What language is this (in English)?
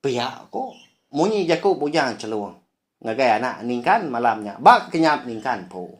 Iban